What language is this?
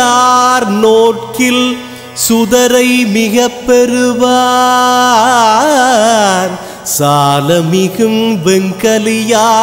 Tamil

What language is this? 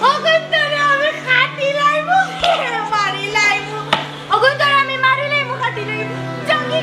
Sylheti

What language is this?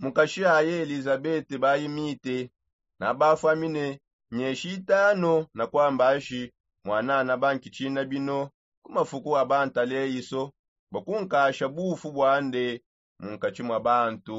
Songe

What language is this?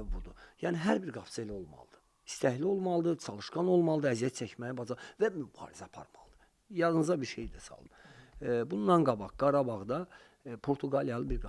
Azerbaijani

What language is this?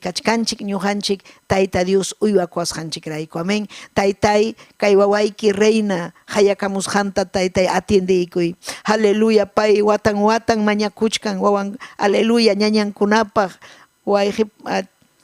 Ayacucho Quechua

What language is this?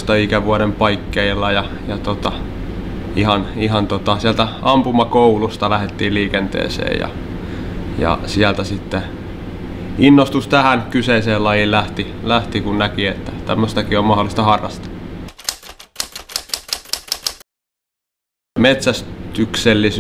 Finnish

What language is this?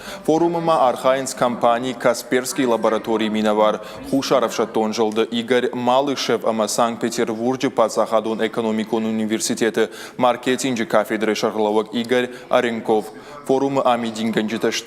Ossetic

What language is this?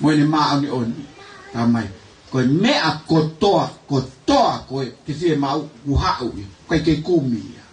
Tongan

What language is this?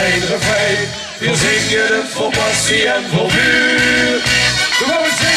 Limburgish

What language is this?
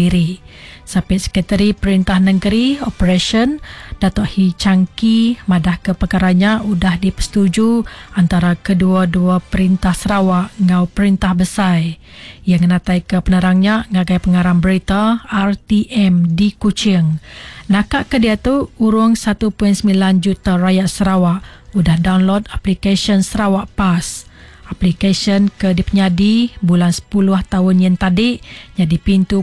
Iban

